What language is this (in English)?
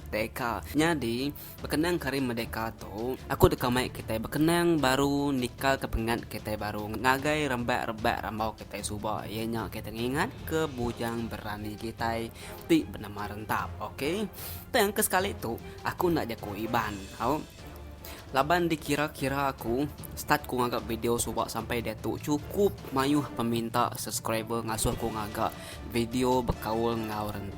Iban